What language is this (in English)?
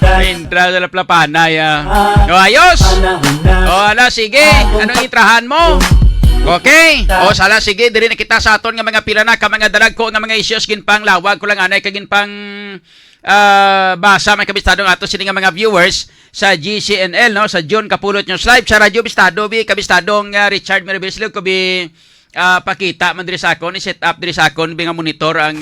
Hiligaynon